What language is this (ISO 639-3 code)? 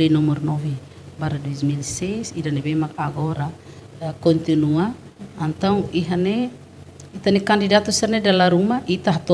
tet